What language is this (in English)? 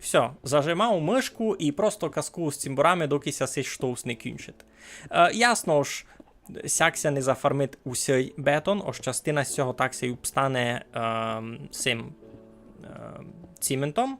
Rusyn